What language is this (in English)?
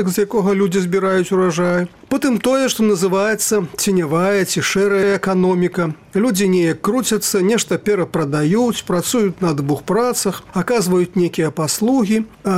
Belarusian